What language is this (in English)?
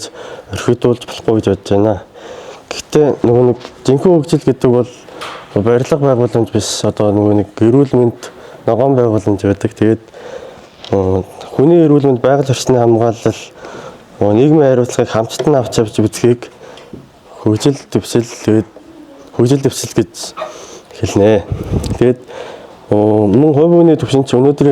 Mongolian